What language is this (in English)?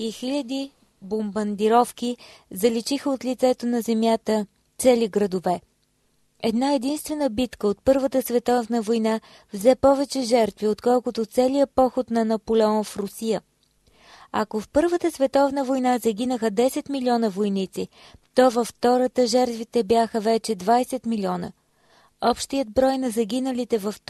Bulgarian